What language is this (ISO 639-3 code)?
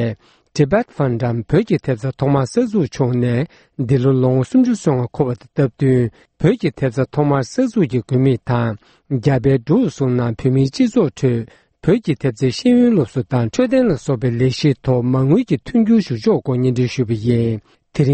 bod